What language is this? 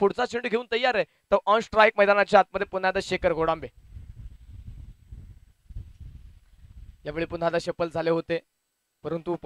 Marathi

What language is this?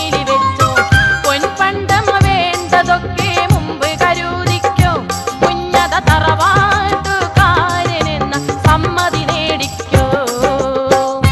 Malayalam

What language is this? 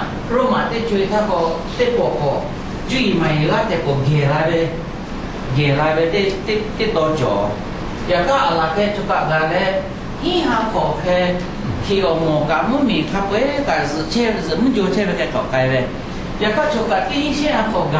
Lahu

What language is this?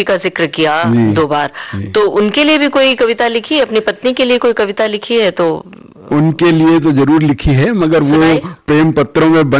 Hindi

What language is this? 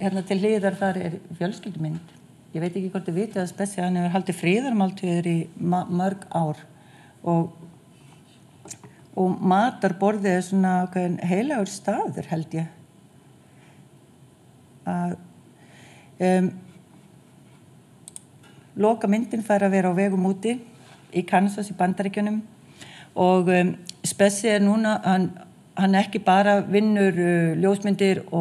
Icelandic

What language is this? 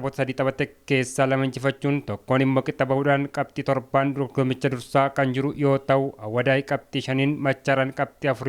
Oromo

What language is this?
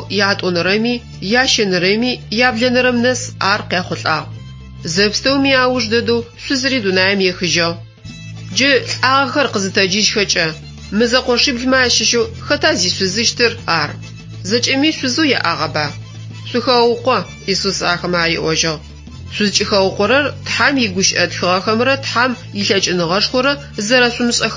Adyghe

